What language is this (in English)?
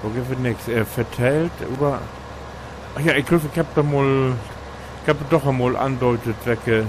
Low German